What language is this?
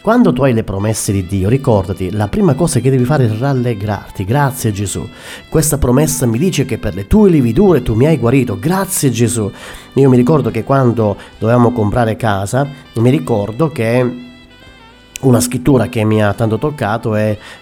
Italian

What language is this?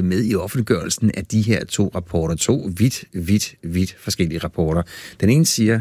Danish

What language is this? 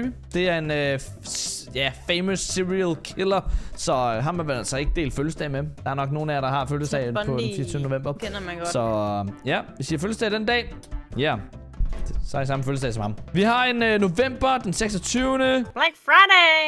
Danish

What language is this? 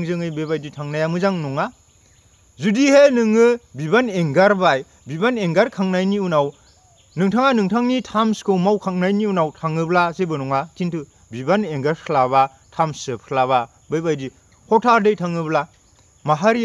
Bodo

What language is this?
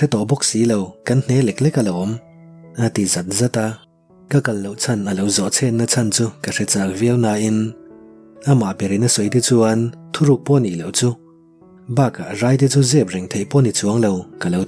Mizo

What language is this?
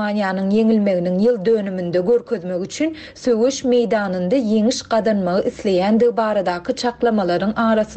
Turkmen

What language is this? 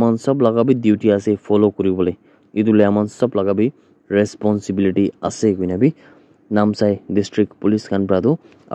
Naga Pidgin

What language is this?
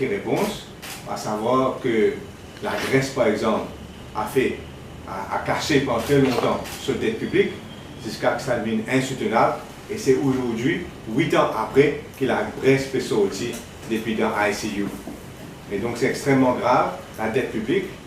Morisyen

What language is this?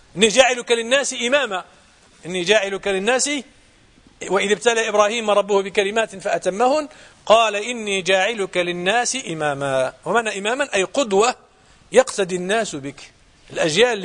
Arabic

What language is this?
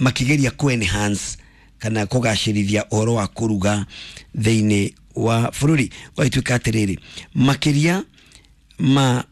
Kikuyu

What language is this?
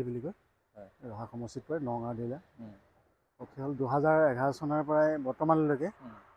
Assamese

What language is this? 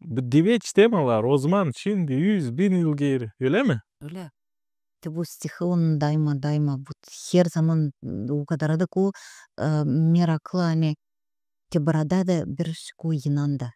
Gagauz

